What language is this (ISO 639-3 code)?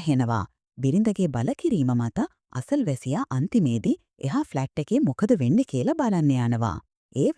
sin